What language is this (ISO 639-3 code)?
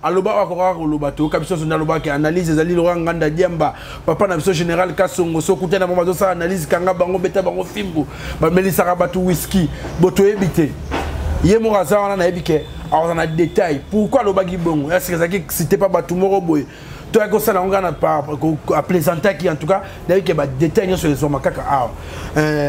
lin